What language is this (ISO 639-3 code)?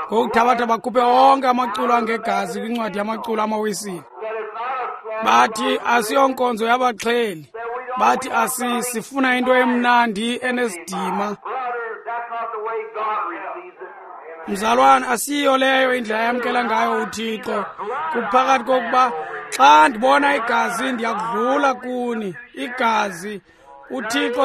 xho